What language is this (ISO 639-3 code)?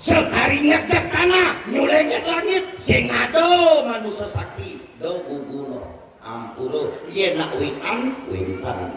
ban